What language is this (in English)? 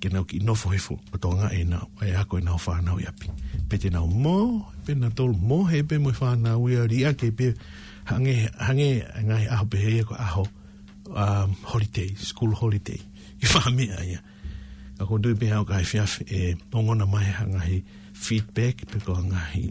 Tongan